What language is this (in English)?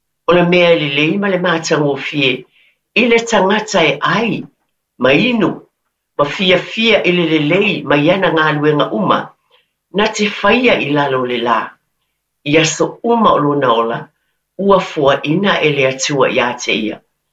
Samoan